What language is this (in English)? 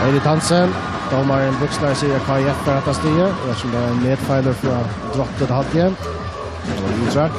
Faroese